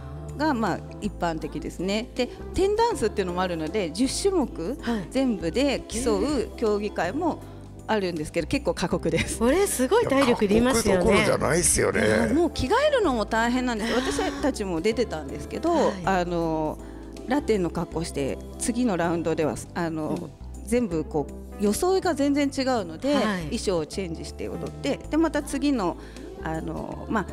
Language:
Japanese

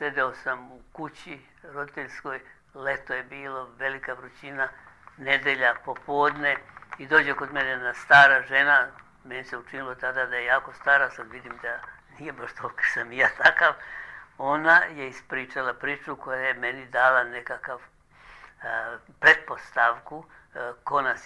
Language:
Serbian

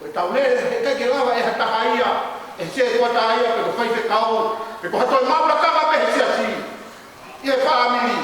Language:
Tongan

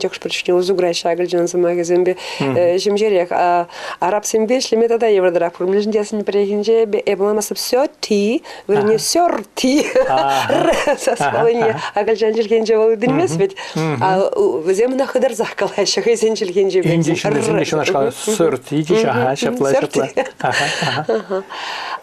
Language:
Chuvash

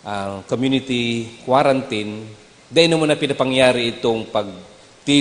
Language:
Bikol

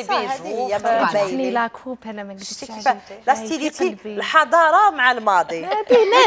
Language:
Algerian Arabic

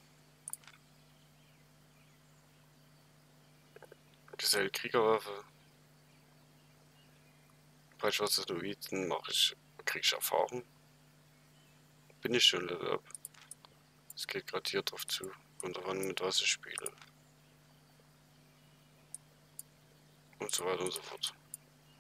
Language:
German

